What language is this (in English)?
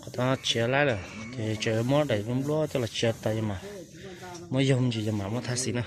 Hmong